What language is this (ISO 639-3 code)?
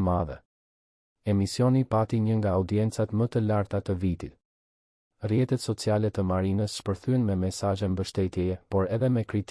sqi